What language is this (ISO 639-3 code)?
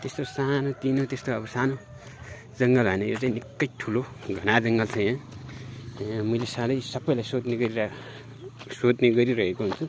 nep